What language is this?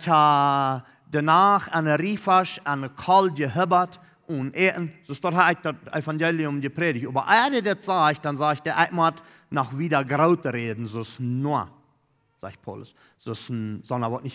Plautdietsch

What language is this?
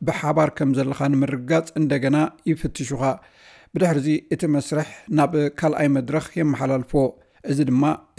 Tigrinya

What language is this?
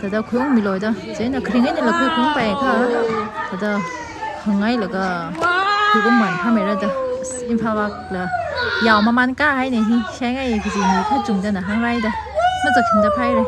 Tangkhul Naga (India)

